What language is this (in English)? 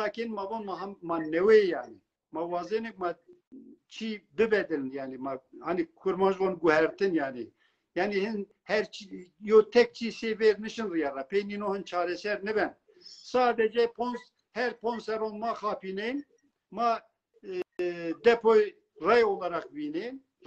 Zaza